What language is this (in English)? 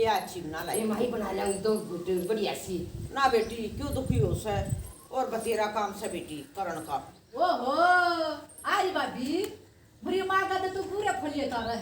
Haryanvi